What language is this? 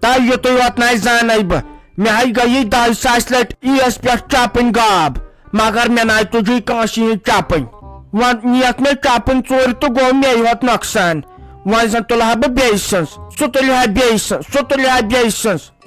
Kashmiri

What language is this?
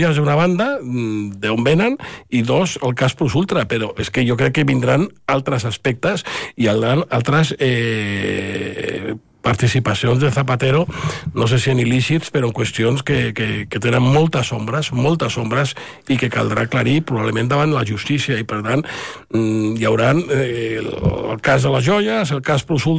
Catalan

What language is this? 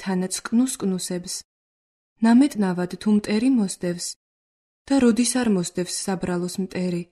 Georgian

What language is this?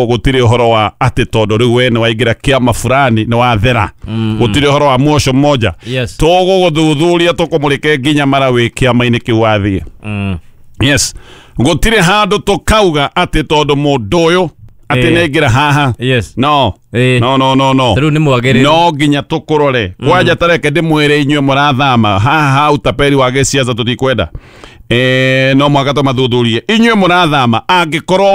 Kikuyu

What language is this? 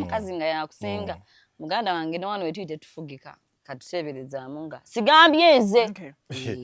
Ganda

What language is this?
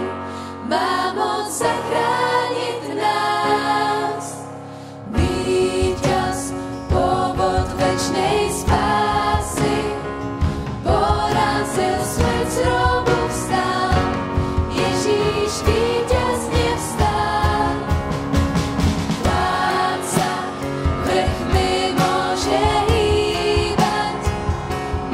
Slovak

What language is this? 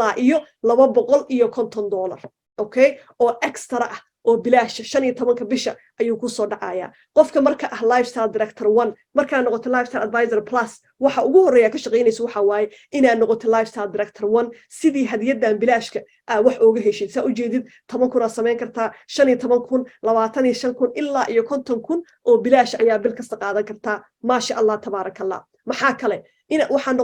Somali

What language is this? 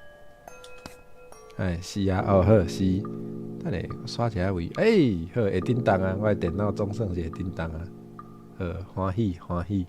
Min Nan Chinese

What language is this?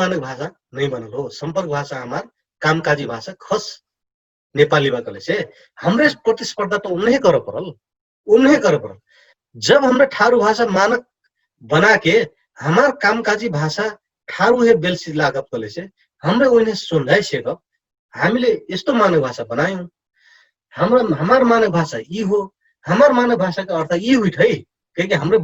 Dangaura Tharu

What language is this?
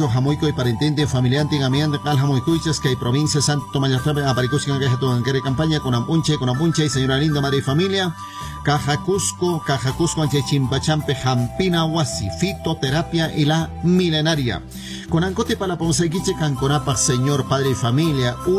Spanish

